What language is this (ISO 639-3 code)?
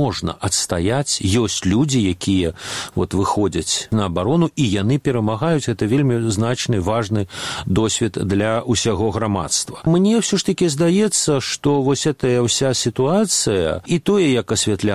bel